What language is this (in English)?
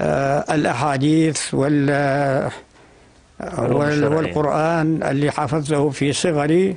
North Levantine Arabic